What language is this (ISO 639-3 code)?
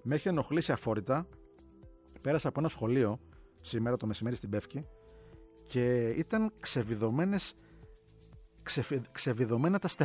ell